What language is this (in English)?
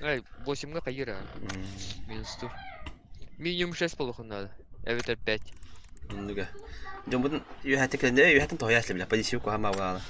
Yakut